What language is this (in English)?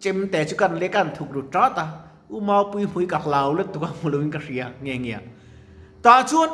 Mizo